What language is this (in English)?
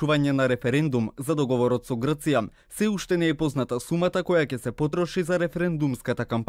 Macedonian